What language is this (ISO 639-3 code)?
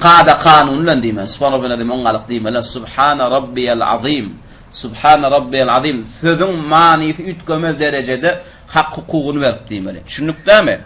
tuk